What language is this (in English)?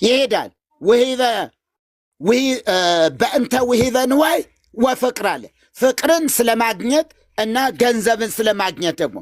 Amharic